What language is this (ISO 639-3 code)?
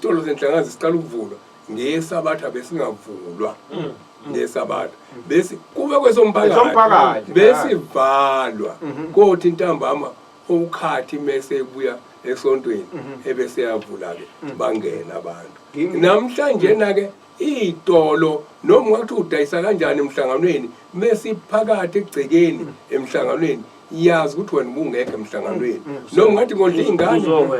zul